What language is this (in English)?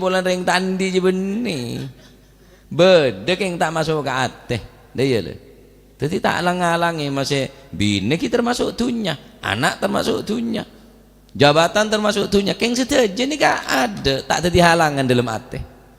Madurese